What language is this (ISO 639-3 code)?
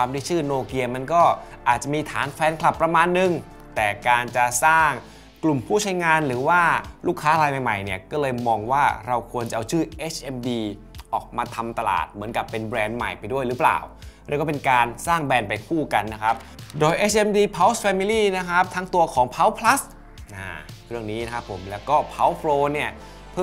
tha